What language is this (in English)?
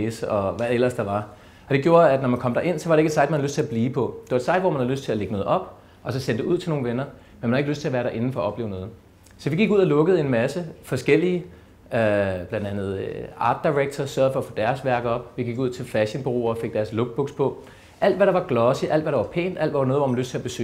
Danish